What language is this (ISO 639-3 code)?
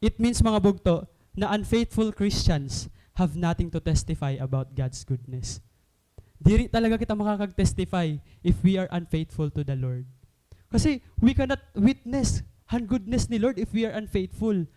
war